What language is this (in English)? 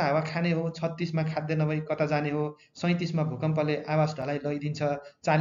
Nepali